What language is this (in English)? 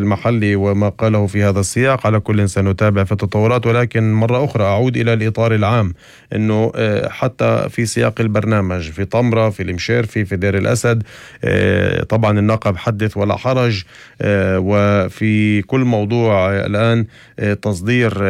North Levantine Arabic